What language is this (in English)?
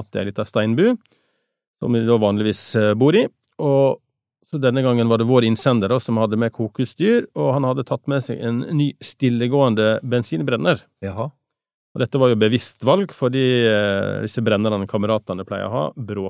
Norwegian